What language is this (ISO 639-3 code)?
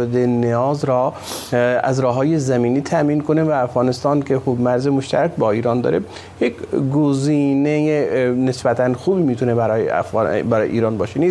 fas